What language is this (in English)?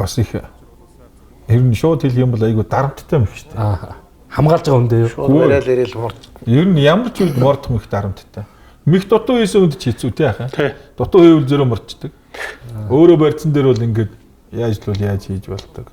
Mongolian